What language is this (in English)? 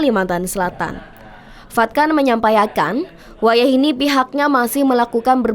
Banjar